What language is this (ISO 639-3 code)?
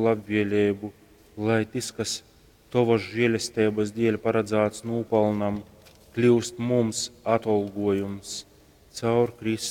ltg